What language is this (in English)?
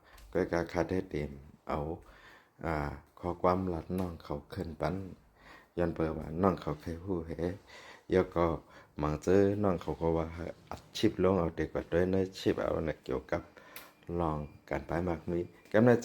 Shan